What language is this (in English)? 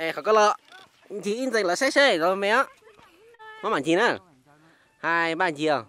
Hmong